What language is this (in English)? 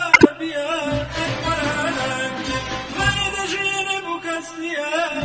Persian